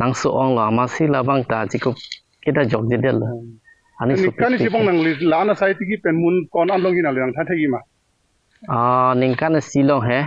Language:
Karbi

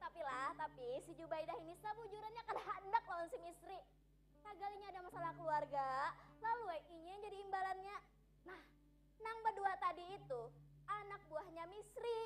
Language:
Banjar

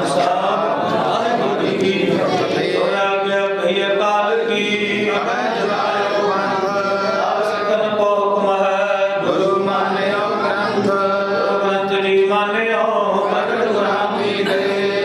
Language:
Punjabi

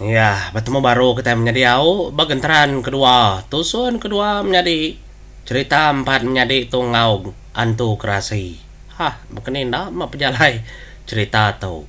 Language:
Iban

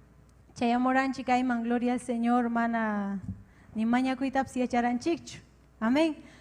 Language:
Ayacucho Quechua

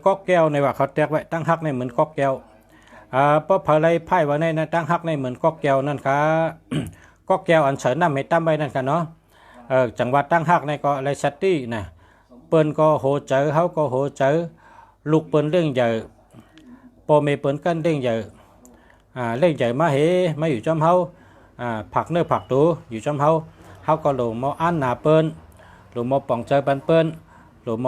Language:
Shan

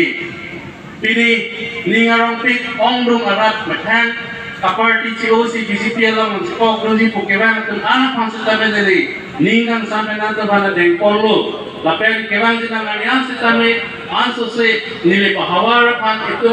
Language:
Karbi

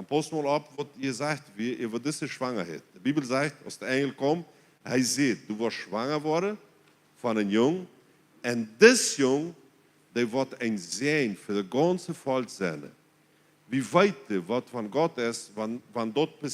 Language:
Plautdietsch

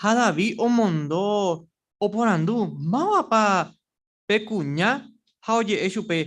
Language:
Guarani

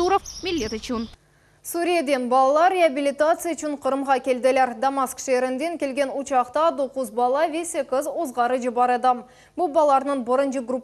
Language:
Crimean Tatar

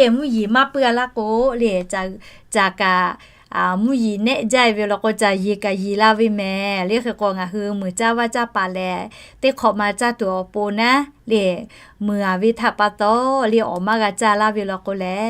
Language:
Lahu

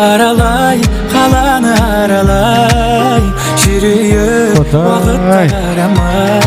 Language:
Kara-Kalpak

